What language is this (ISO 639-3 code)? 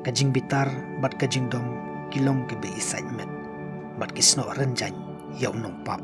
kha